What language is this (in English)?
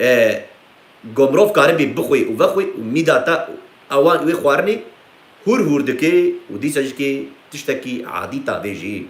Kurdish